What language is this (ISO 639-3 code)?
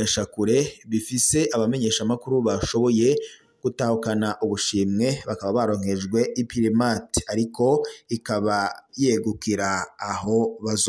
run